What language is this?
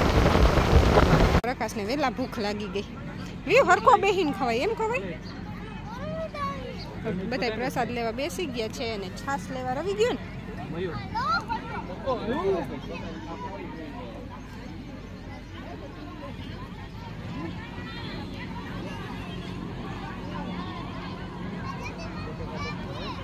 Gujarati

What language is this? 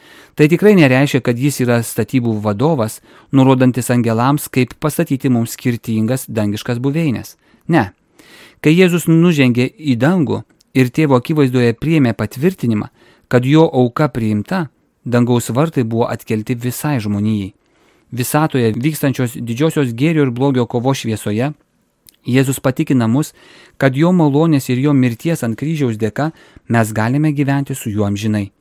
Lithuanian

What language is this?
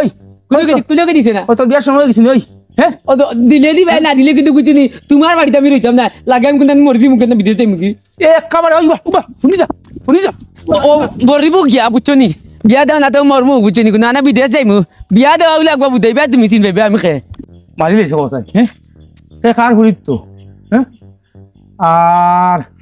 Sylheti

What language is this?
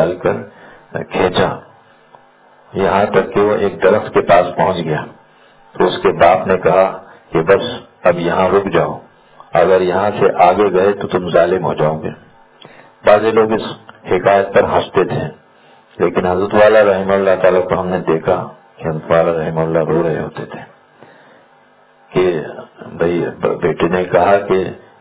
Urdu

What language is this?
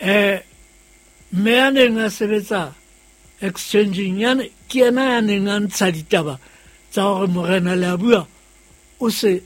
Southern Sotho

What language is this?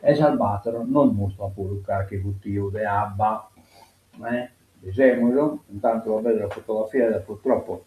Sardinian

